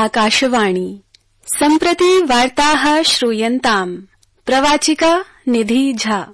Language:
Sanskrit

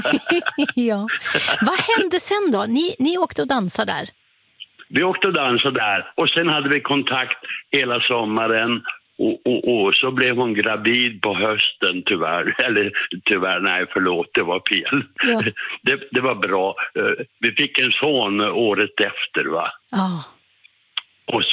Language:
Swedish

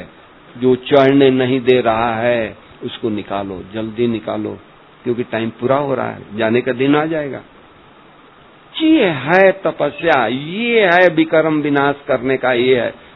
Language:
Hindi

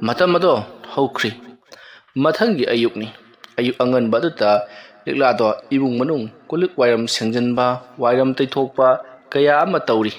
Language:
Manipuri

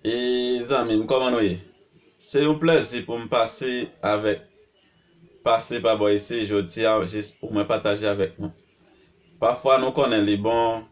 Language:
Haitian Creole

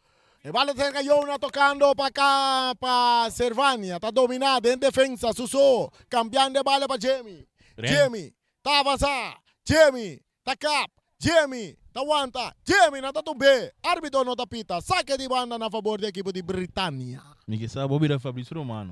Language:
Papiamento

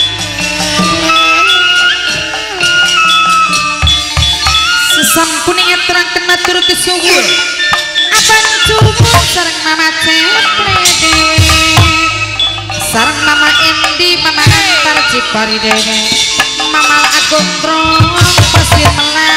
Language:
Javanese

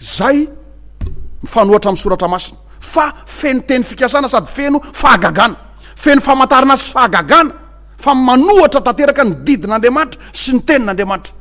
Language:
Malagasy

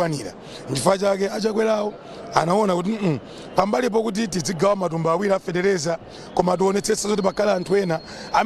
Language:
Nyanja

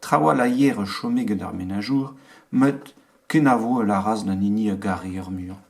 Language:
Breton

